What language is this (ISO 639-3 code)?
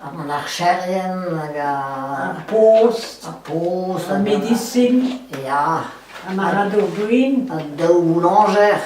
bre